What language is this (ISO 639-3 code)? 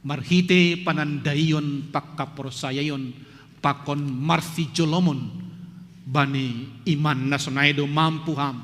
bts